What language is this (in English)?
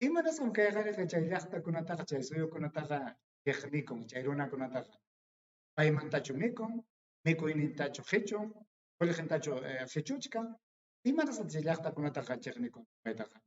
Ayacucho Quechua